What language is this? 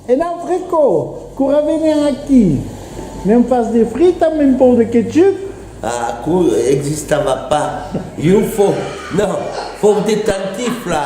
Occitan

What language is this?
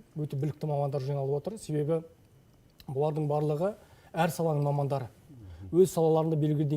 Kazakh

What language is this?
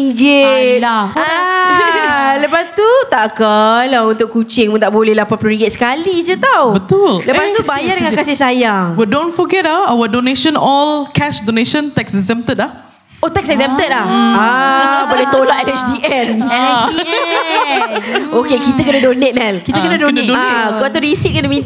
Malay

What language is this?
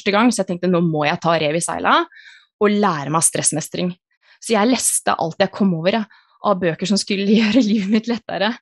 Norwegian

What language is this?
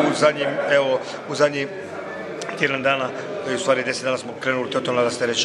Croatian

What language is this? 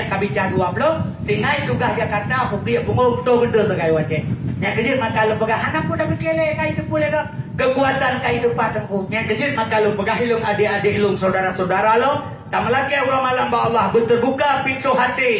Achinese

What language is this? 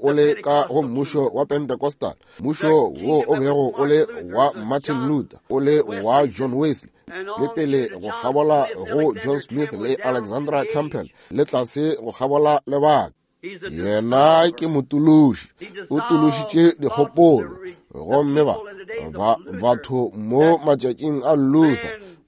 Northern Sotho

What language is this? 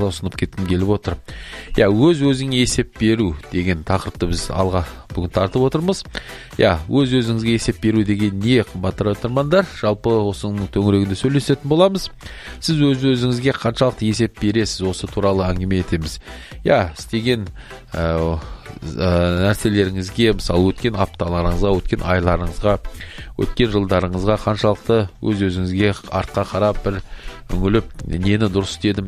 Kazakh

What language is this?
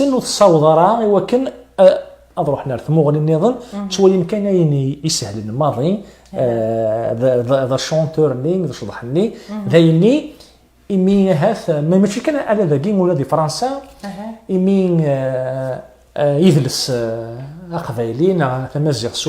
Kabyle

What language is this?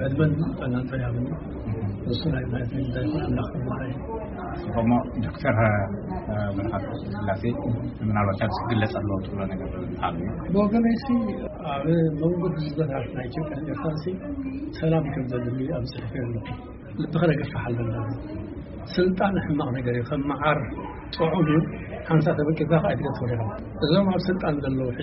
Tigrinya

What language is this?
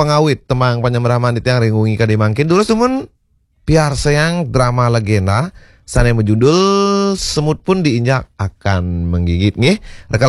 Balinese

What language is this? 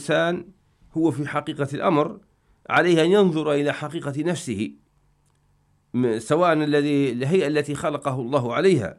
Arabic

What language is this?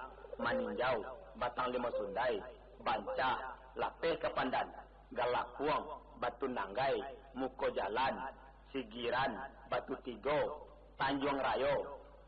Minangkabau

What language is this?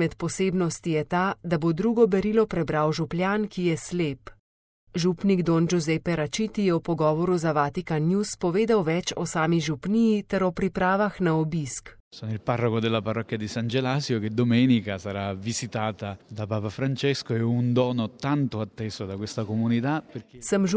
Slovenian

